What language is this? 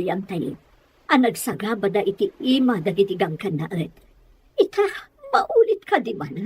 Iloko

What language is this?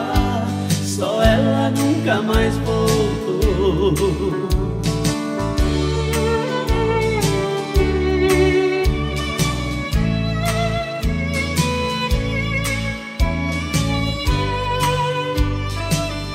Portuguese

